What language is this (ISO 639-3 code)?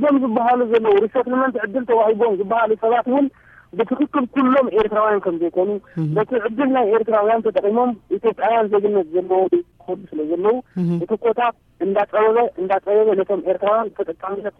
tir